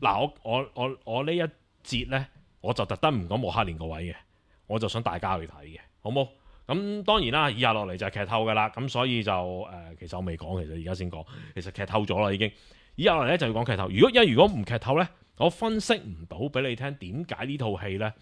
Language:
Cantonese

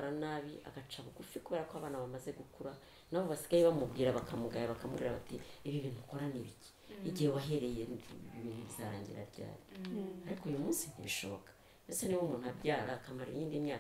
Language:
Kinyarwanda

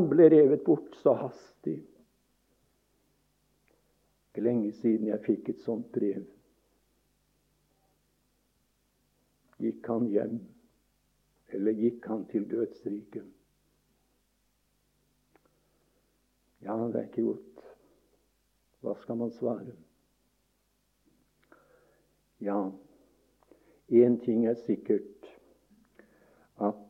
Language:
Norwegian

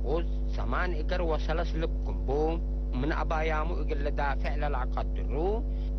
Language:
Tigre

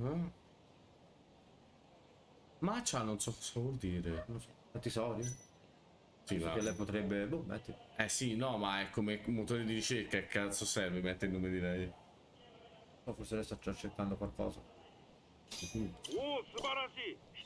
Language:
Italian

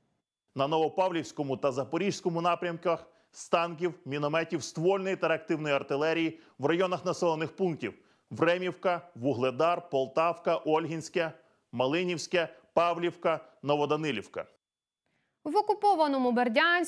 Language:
Ukrainian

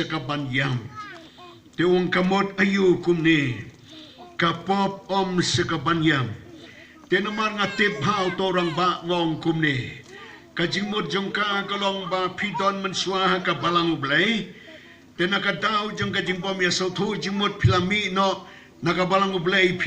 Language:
Khasi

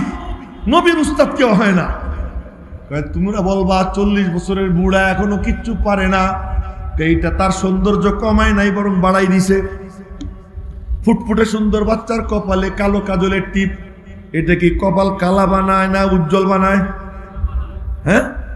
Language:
Bangla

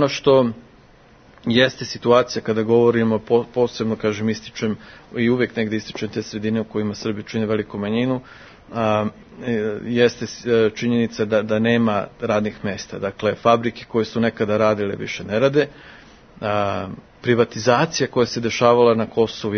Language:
Serbian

